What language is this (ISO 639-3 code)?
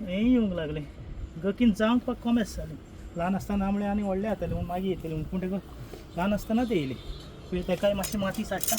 kok